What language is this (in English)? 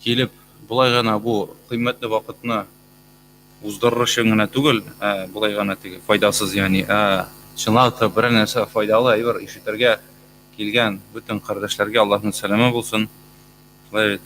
Tatar